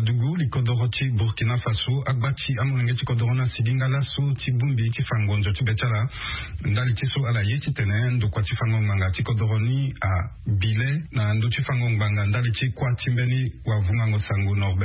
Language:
Sango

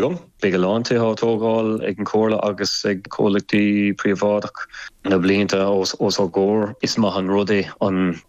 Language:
Irish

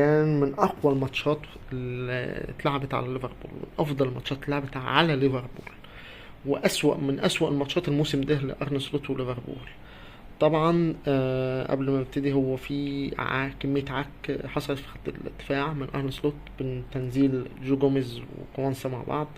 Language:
Egyptian Arabic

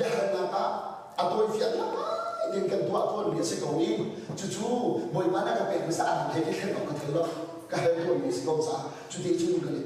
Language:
Hakha Chin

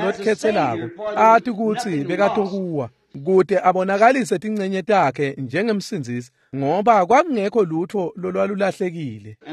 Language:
Swati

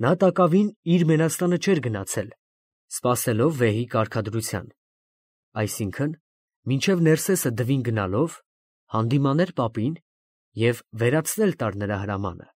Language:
Armenian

